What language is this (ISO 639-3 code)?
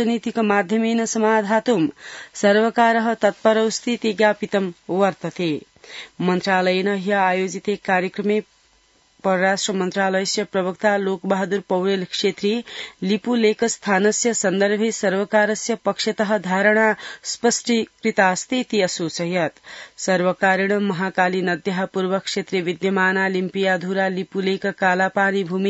san